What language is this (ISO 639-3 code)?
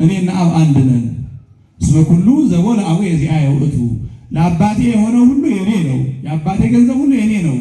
amh